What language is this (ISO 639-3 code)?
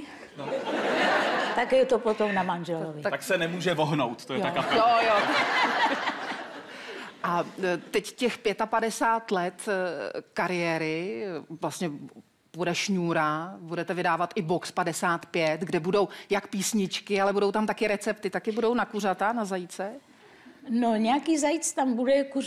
ces